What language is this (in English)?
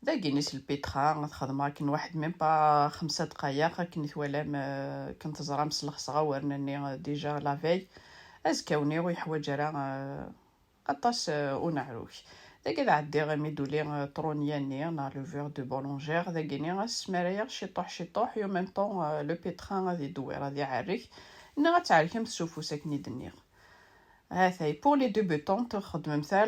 Kabyle